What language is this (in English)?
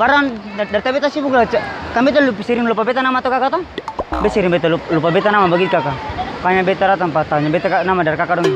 Ambonese Malay